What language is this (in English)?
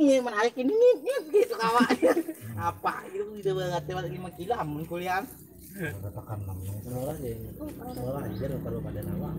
Banjar